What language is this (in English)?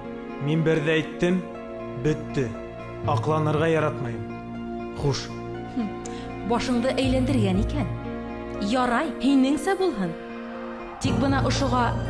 Bashkir